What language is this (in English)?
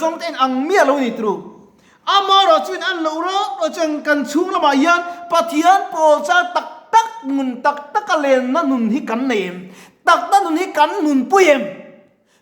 Mizo